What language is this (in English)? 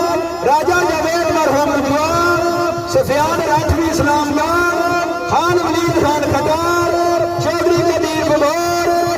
Pahari-Potwari